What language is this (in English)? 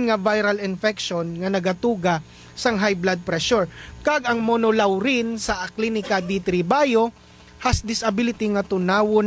Hiligaynon